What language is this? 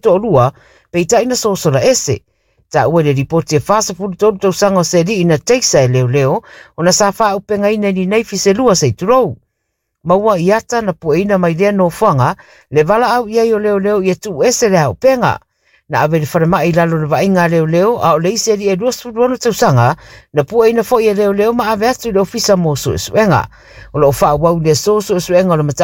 Samoan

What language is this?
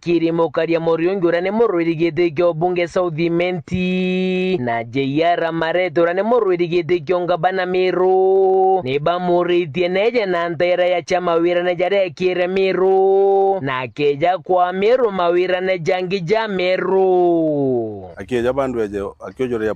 Meru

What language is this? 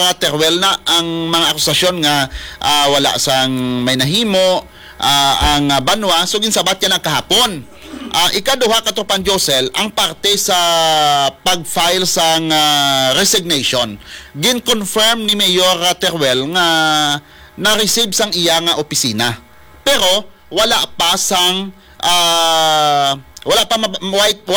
Hiligaynon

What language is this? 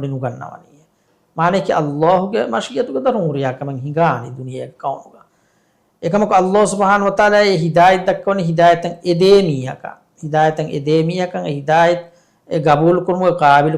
Divehi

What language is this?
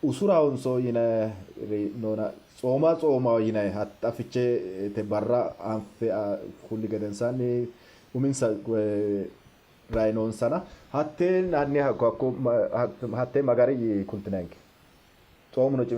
Sidamo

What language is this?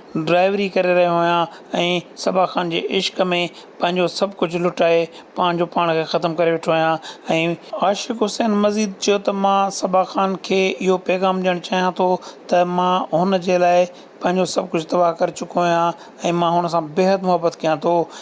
Sindhi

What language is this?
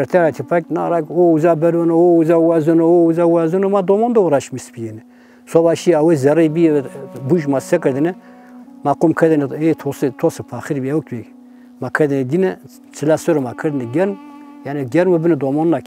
Zaza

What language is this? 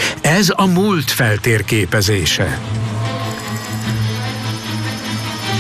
Hungarian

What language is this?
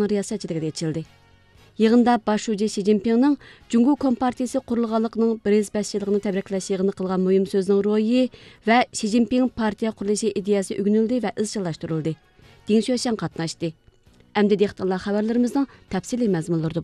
Uyghur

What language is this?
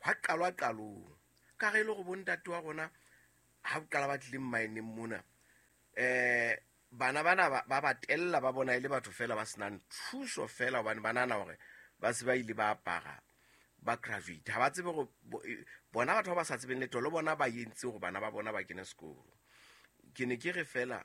Southern Sotho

